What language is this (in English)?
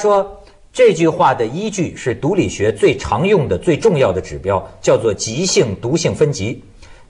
Chinese